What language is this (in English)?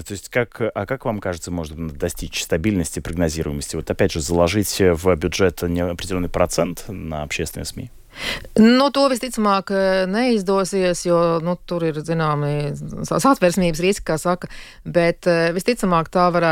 Latvian